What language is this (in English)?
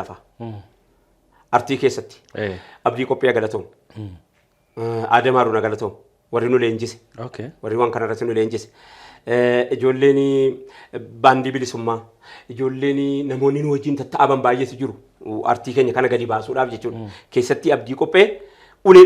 Oromo